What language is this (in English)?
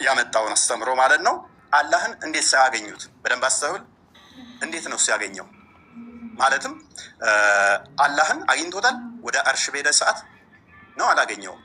Amharic